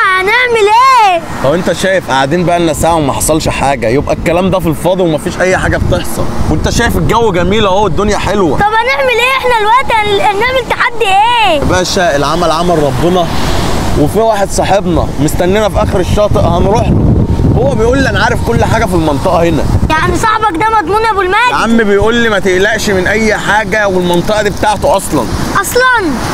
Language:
Egyptian Arabic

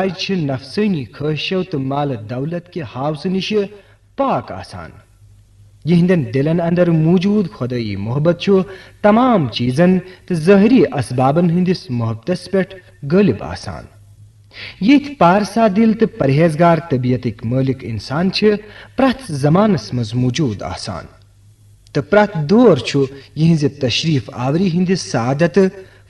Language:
Kashmiri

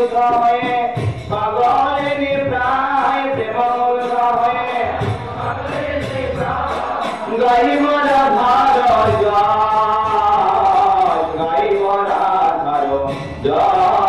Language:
Bangla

